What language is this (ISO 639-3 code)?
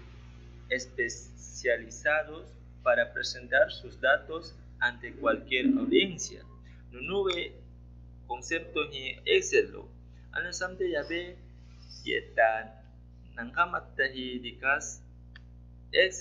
agr